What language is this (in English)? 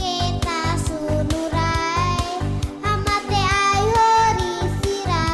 Tetum